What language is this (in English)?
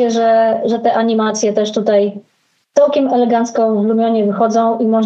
Polish